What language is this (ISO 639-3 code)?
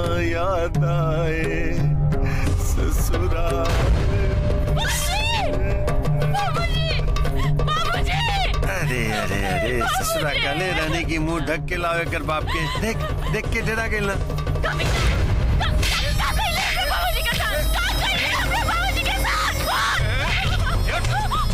bho